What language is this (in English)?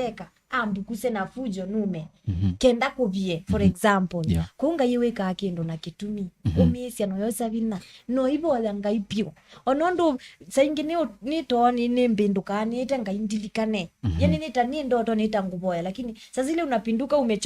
Kamba